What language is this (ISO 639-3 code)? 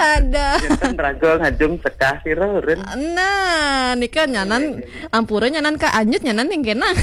ban